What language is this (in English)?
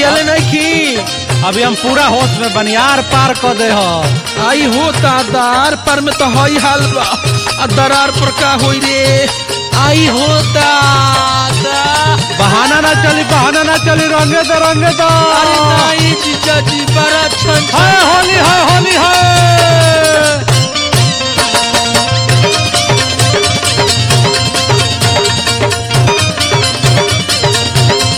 Bhojpuri